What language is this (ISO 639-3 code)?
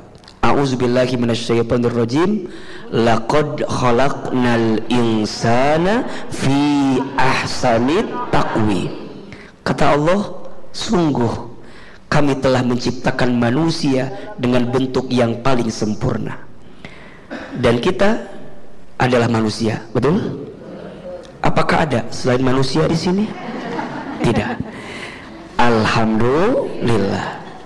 ind